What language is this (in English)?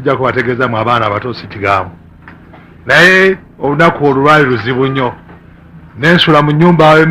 Ganda